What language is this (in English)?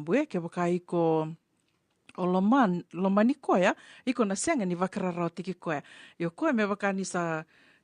Fijian